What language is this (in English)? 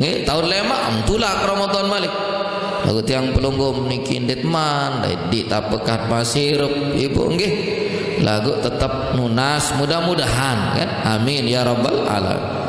Sasak